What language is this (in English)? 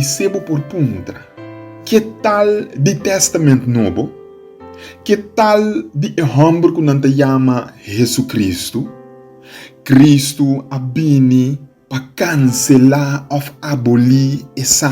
Papiamento